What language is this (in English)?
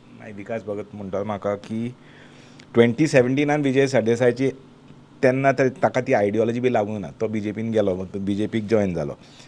Konkani